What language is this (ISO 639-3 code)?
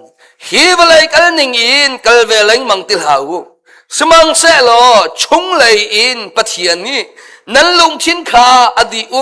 cnh